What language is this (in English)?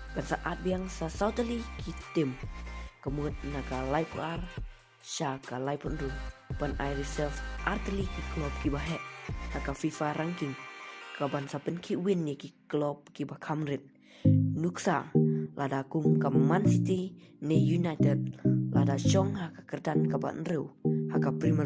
Khasi